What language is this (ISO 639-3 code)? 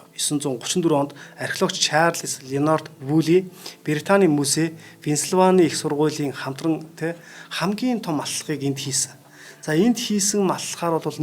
mon